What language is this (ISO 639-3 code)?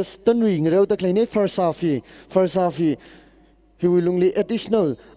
nmf